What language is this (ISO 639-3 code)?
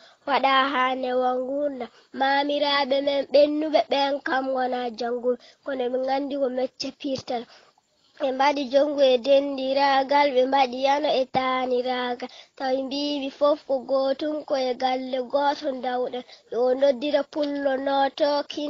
ful